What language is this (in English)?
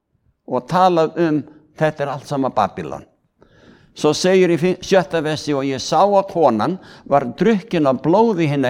Icelandic